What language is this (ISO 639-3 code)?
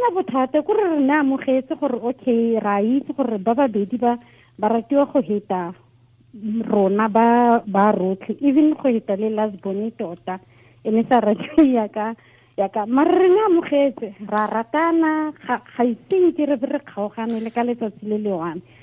tsn